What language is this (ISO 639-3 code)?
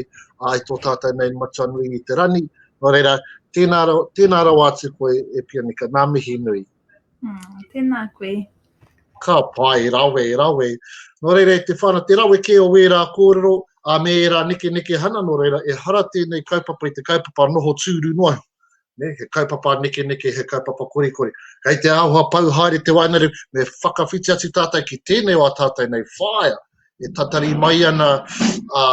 mri